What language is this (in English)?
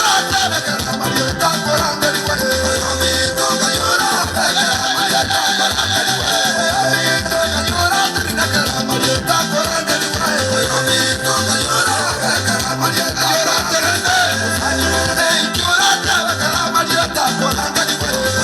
Gusii